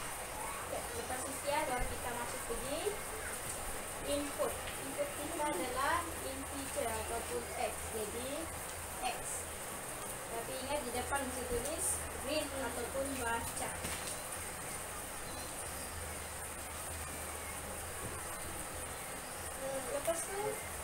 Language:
Malay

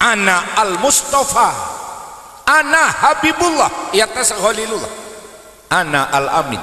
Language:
Madurese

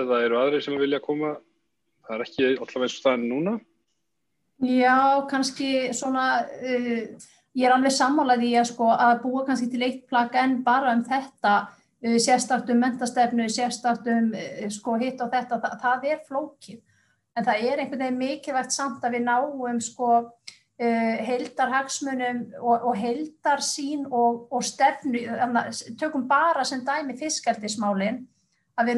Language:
Icelandic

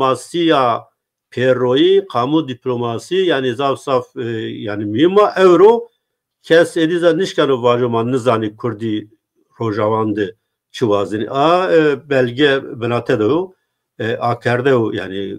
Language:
Zaza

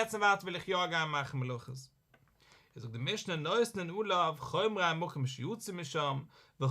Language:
Yiddish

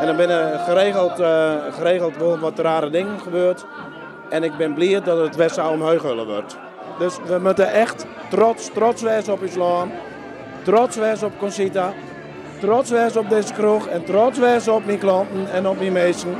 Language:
Western Frisian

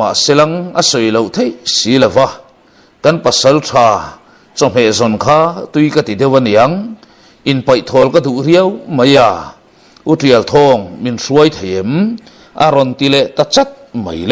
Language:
Mizo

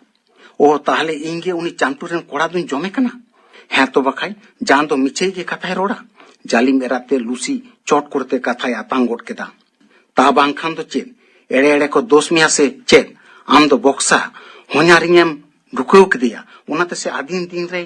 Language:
Santali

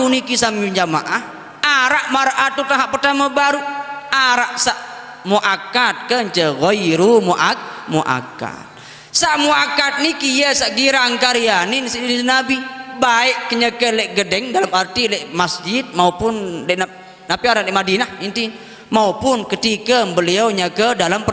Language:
Sasak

